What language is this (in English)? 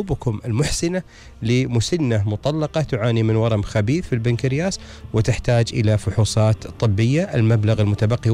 Gulf Arabic